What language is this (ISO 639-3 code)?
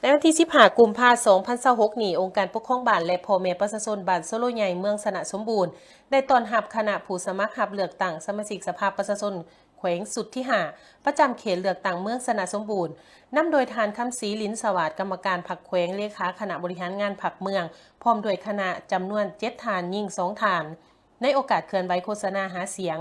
lao